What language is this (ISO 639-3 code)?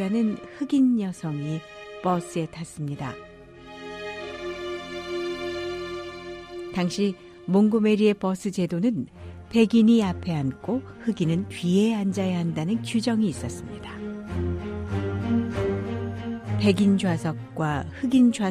kor